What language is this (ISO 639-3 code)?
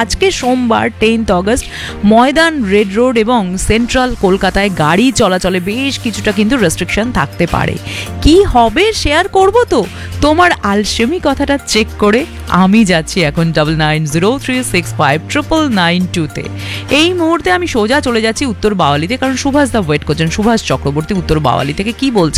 ben